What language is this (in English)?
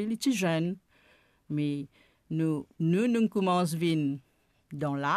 Morisyen